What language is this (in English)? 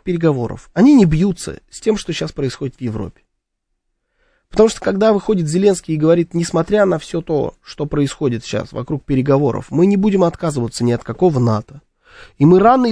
Russian